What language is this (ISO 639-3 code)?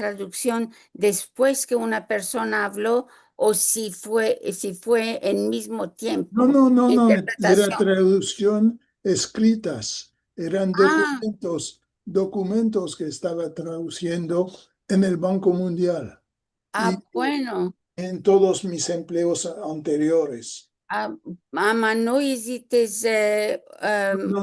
lad